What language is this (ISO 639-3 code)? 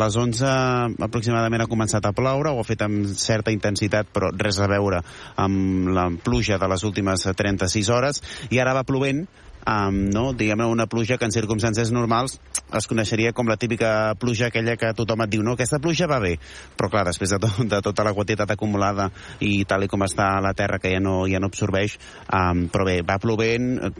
cat